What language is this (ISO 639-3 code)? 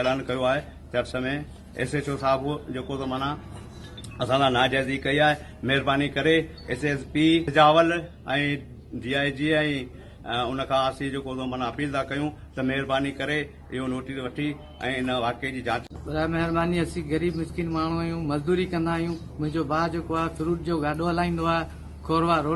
snd